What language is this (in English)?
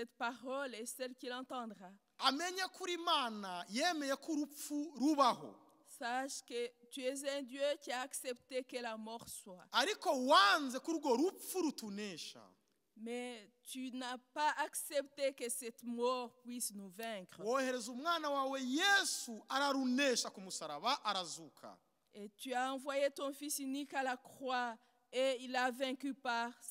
Kinyarwanda